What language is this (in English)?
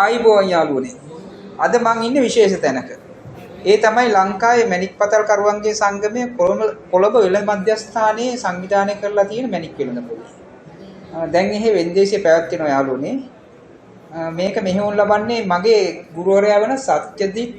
Sinhala